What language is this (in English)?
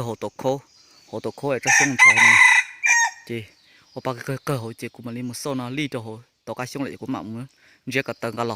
Hmong